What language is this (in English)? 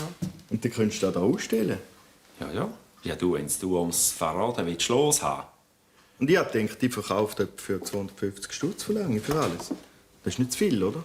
Swiss German